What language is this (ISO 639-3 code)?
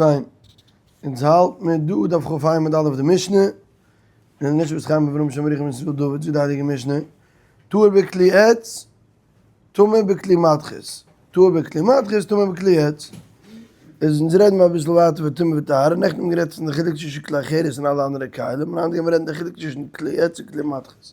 yid